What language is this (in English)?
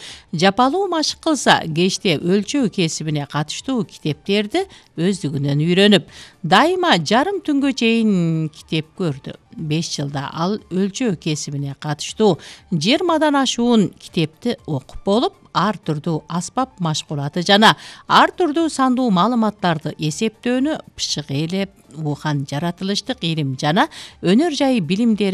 Kyrgyz